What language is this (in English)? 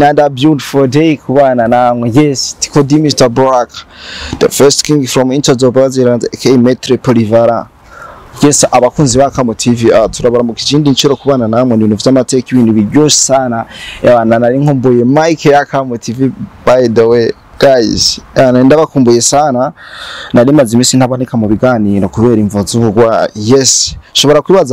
Rundi